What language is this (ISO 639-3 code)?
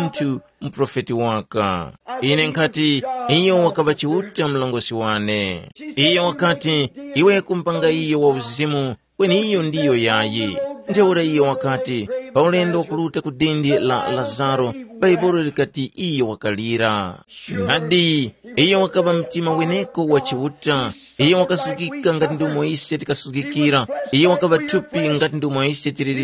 tum